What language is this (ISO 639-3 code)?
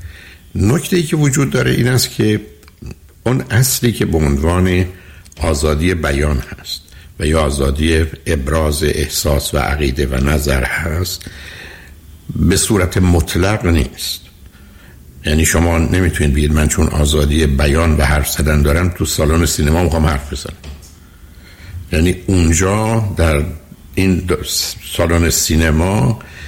fas